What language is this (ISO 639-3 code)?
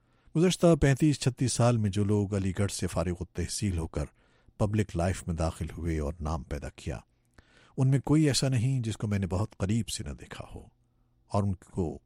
urd